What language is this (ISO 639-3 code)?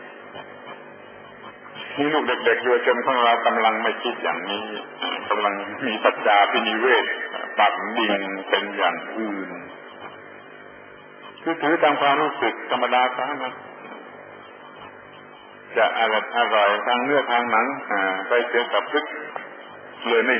tha